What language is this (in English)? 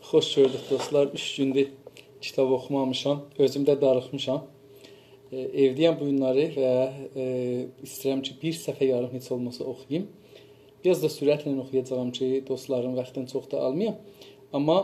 South Azerbaijani